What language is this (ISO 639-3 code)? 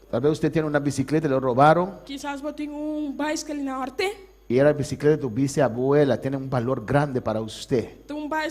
pap